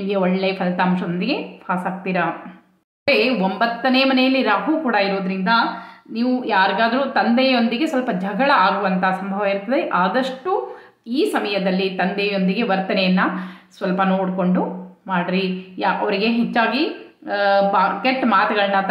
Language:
Kannada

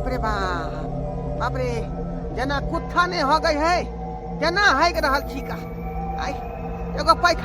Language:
Maithili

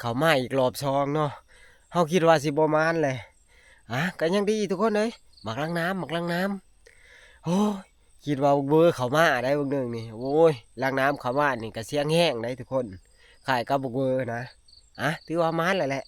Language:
Northeastern Thai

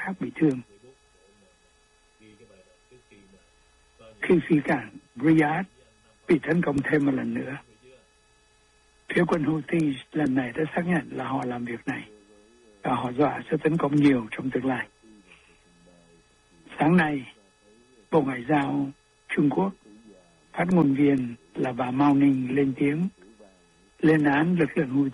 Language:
Vietnamese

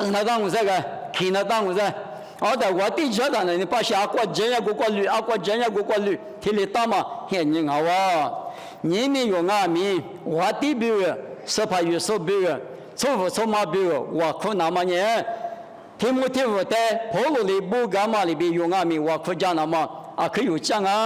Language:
Lisu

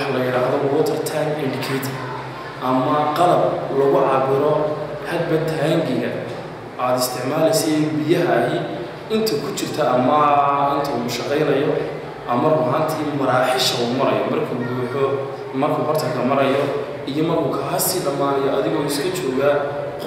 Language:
Somali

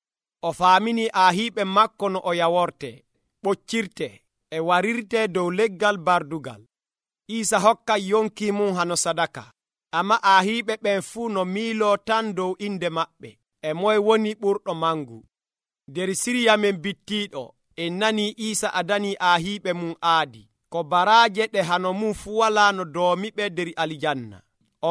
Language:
Nigerian Fulfulde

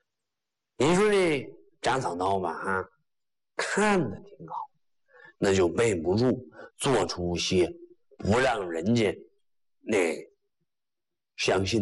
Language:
Chinese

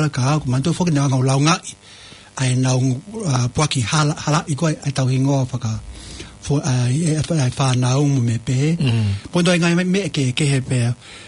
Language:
Tongan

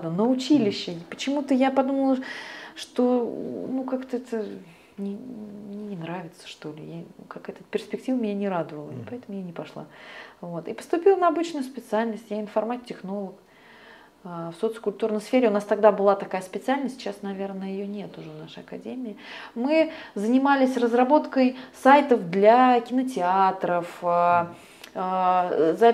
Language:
Russian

